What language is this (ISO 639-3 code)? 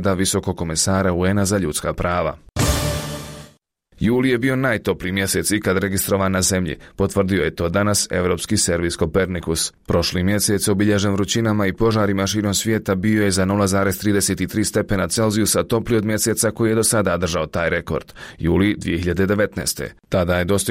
bos